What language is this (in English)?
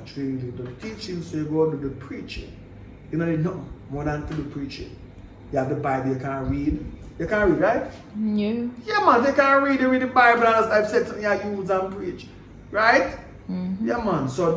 Jamaican Creole English